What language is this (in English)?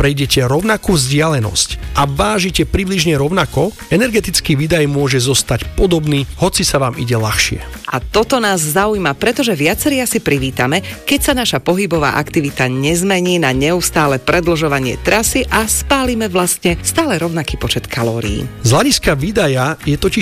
Slovak